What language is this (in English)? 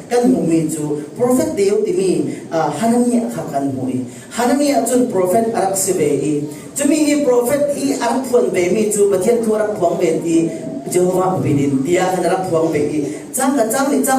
Falam Chin